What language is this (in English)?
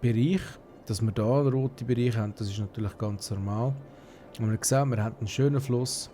Swiss German